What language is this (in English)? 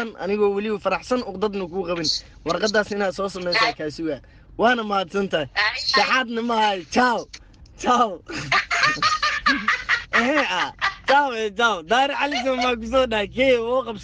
Somali